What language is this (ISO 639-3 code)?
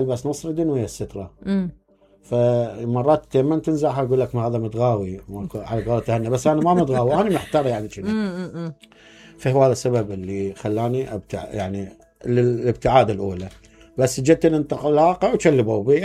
acm